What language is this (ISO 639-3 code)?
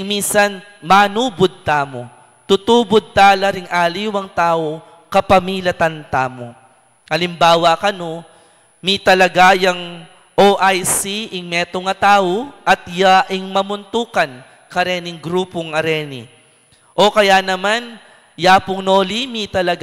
pam